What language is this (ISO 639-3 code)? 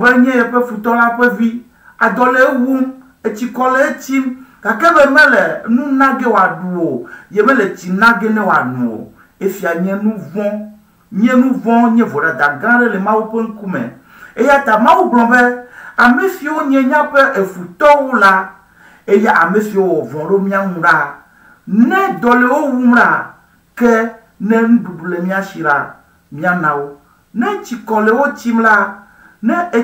ewe